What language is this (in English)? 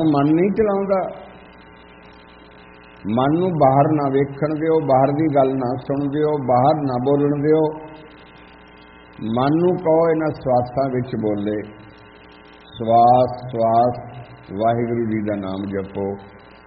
Punjabi